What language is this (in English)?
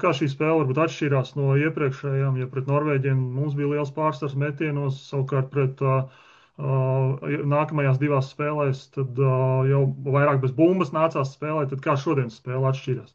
Latvian